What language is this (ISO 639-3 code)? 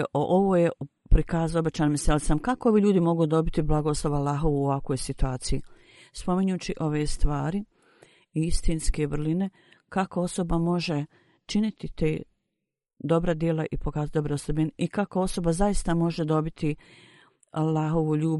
bos